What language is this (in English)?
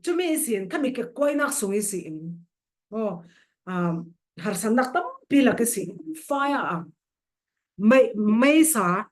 Falam Chin